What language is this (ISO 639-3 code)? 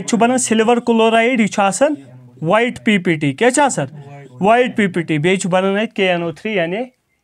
kas